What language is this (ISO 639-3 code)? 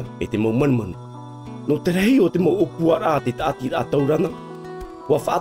tah